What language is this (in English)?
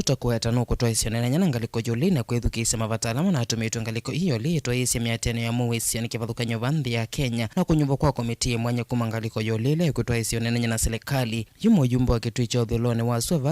Kamba